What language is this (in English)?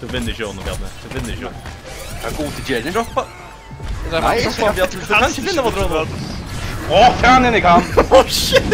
Faroese